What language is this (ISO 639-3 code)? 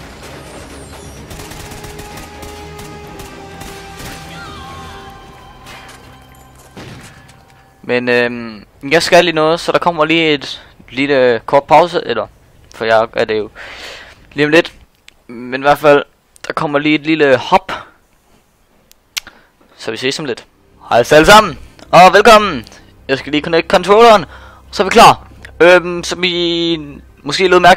dan